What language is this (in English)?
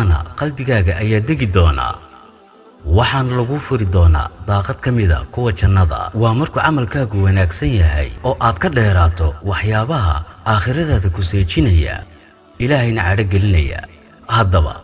Somali